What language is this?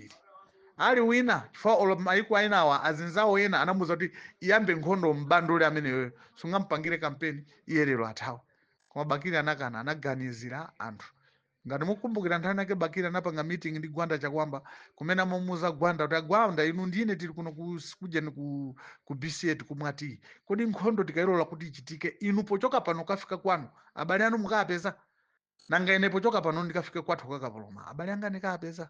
Nyanja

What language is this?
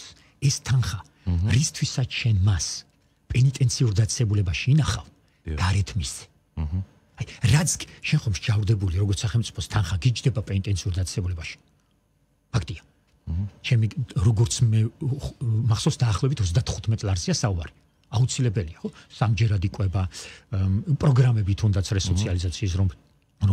Georgian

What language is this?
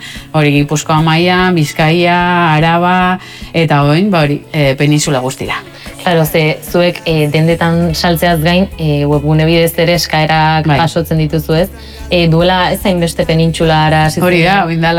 Basque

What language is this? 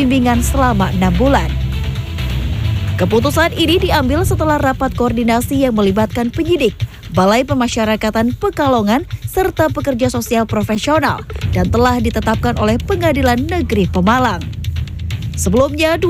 Indonesian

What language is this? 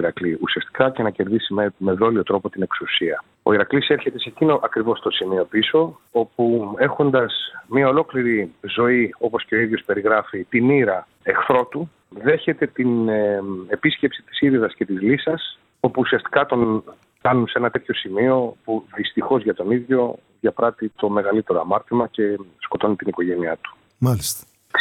Greek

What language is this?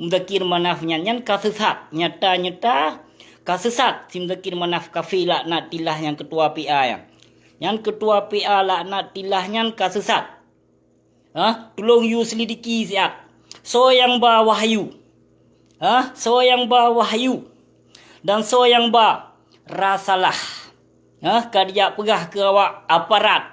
Achinese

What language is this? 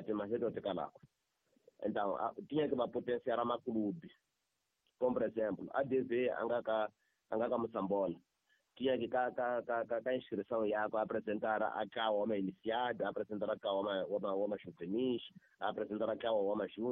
Tsonga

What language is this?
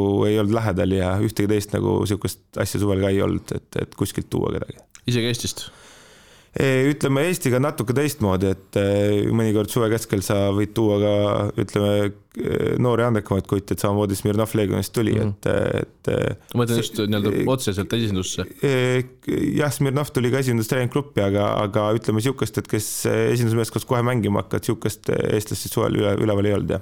Estonian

